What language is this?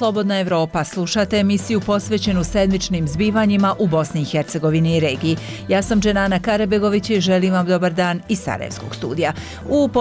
Bosnian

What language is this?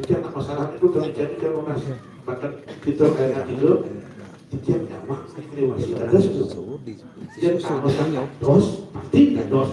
Balinese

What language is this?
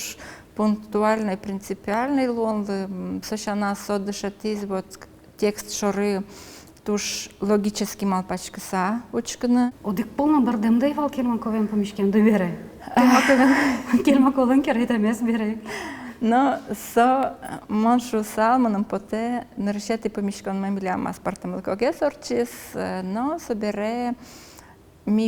Udmurt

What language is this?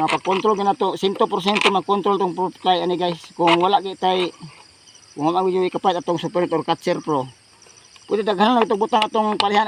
Cebuano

